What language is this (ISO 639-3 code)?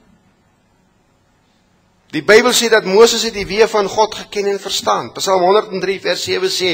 afr